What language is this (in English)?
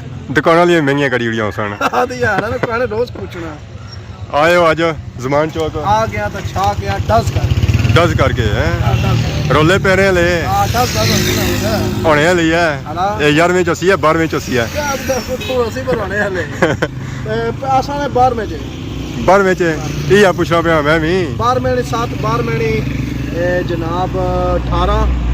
Pahari-Potwari